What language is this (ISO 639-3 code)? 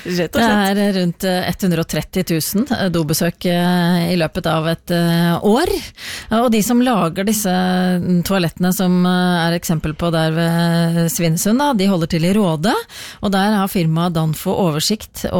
nor